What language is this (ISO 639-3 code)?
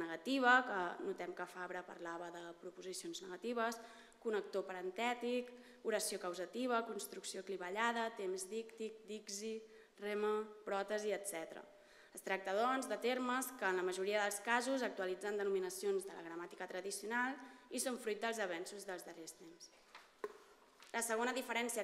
cat